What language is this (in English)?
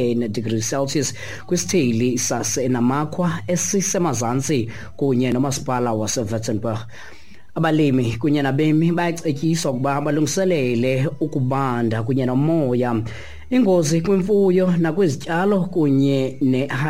Xhosa